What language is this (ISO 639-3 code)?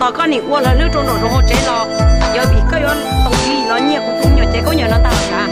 hmn